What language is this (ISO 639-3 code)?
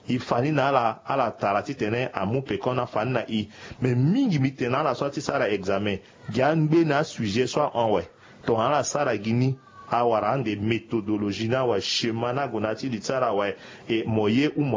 sag